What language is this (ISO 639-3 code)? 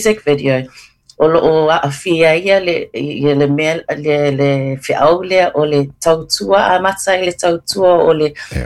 smo